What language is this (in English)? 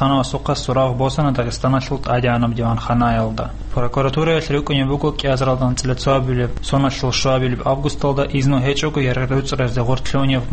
Avaric